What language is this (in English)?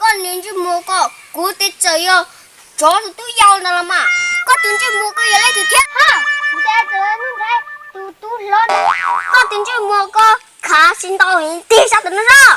Hmong